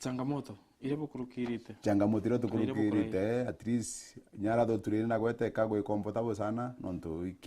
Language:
Meru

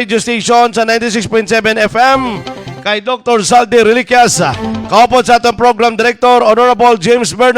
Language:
Hiligaynon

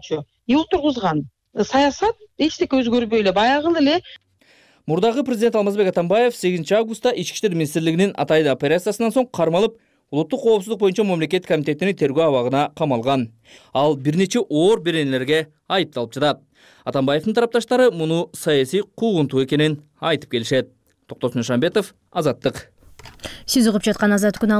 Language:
Kyrgyz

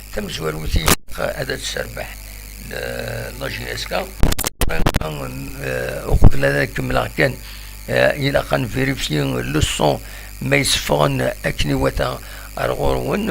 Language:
Kabyle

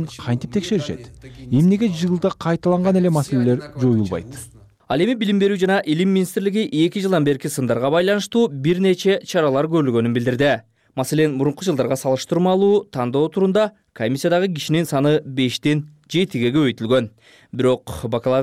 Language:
Kyrgyz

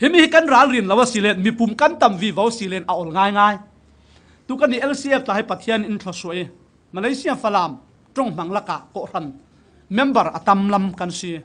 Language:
Falam Chin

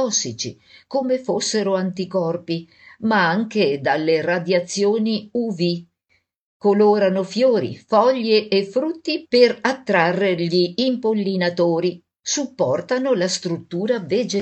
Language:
Italian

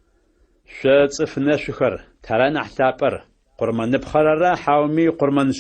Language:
Adyghe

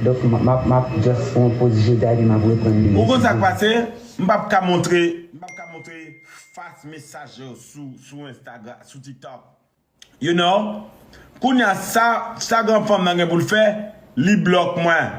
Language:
Haitian Creole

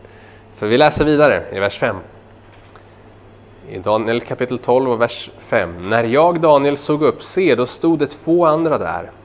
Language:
Swedish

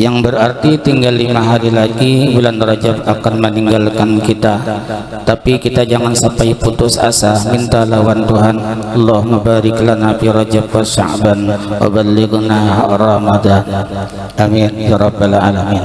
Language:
Banjar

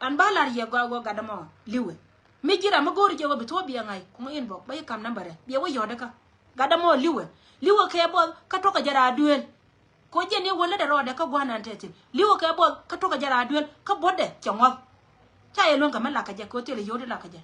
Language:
Nuer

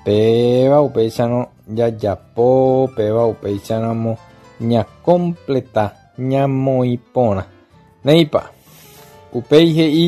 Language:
Guarani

